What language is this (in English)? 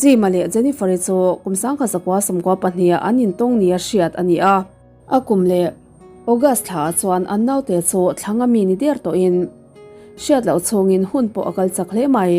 Mizo